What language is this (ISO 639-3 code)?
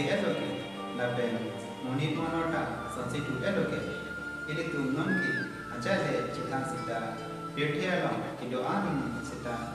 mjw